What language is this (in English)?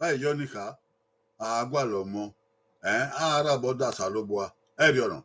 Bini